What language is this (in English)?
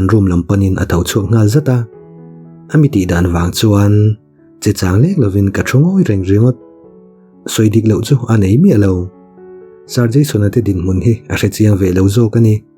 Mizo